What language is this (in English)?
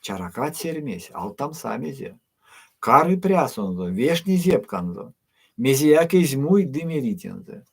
Erzya